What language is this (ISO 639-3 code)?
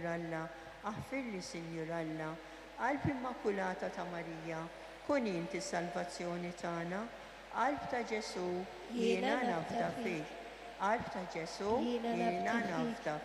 mlt